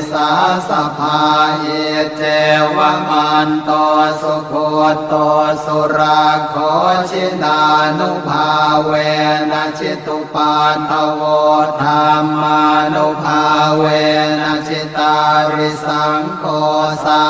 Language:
Pali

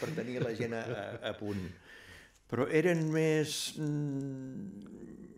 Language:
Catalan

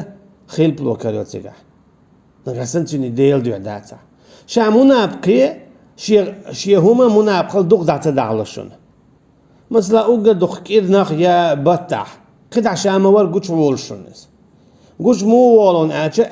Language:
Chechen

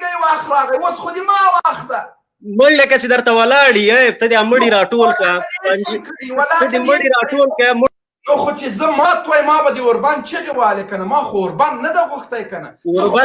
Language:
Pashto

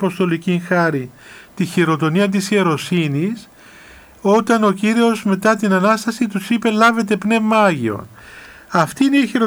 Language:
Greek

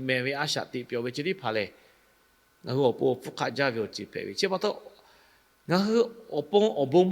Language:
Lahu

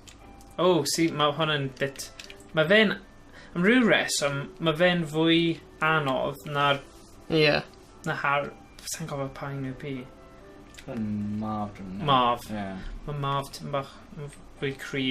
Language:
Welsh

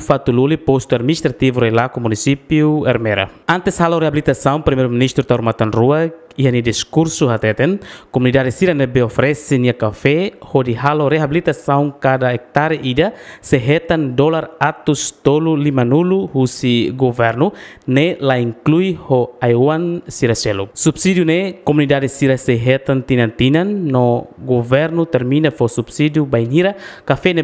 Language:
Tetum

